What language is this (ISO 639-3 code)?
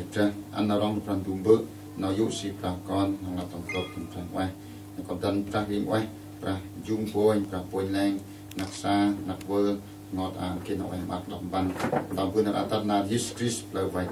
cmo